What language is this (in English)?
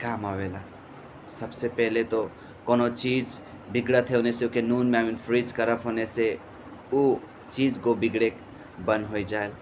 Sadri